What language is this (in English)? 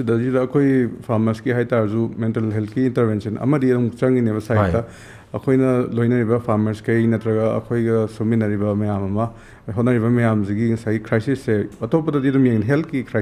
Manipuri